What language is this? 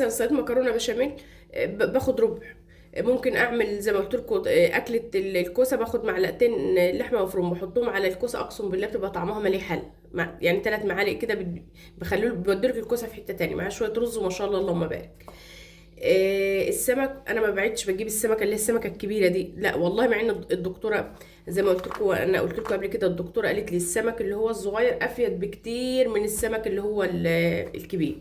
Egyptian Arabic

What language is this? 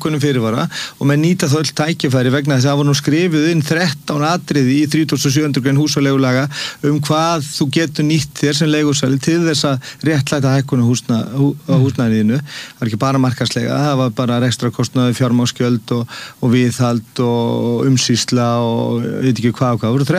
Icelandic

